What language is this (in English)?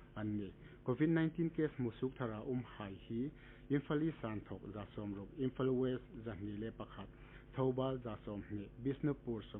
Hmar